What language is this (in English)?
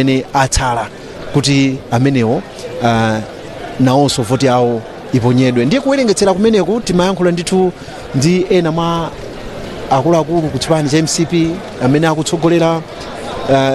Nyanja